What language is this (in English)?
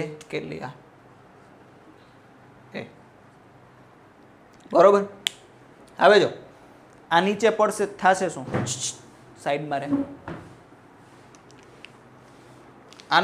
Gujarati